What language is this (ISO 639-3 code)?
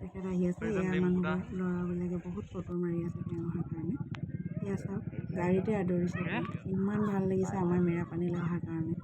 asm